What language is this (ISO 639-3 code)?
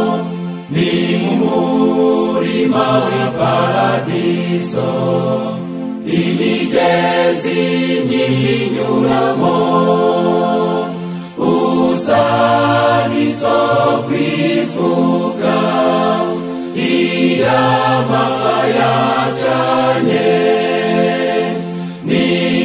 kin